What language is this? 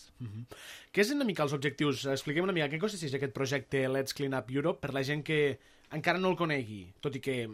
Catalan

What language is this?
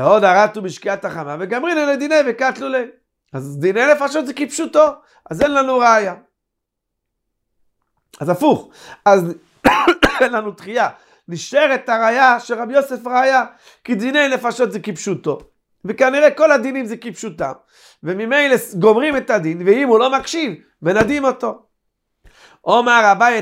Hebrew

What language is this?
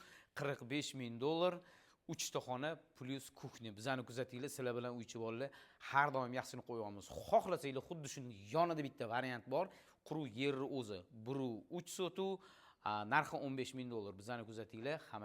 Uzbek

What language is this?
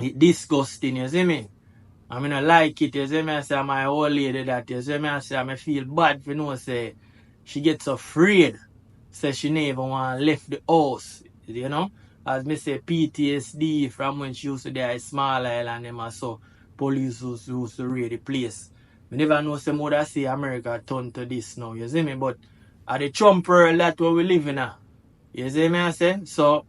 Jamaican Creole English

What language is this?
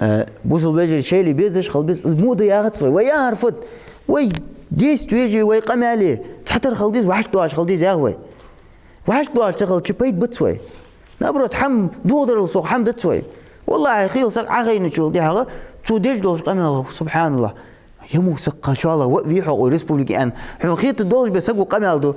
Ingush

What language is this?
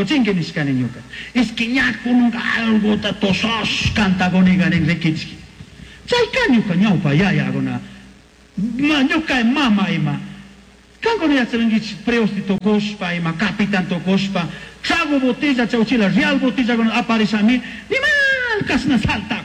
Chimborazo Highland Quichua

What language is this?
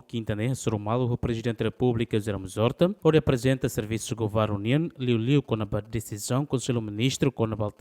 Tetum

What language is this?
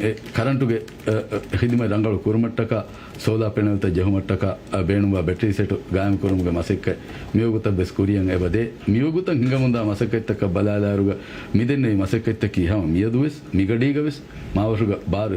Divehi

